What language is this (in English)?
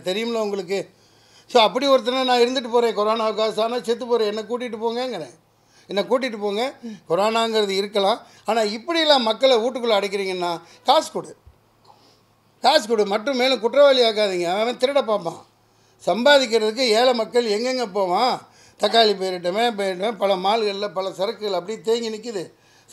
Tamil